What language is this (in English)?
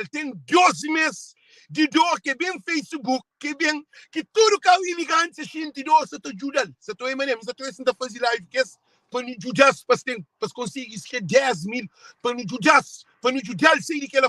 Kabuverdianu